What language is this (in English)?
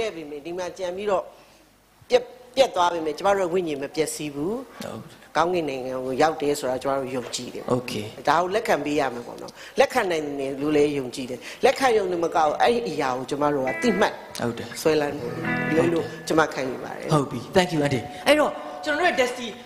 Burmese